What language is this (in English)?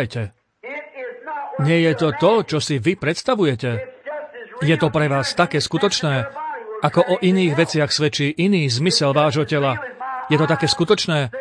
Slovak